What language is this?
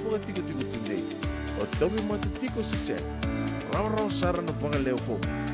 Fijian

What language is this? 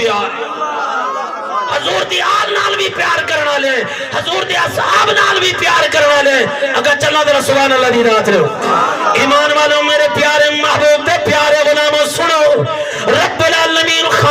Saraiki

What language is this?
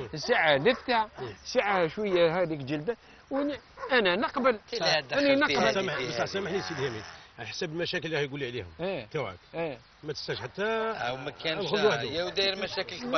Algerian Arabic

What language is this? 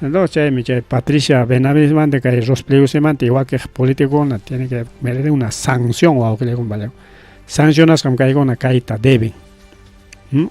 Ayacucho Quechua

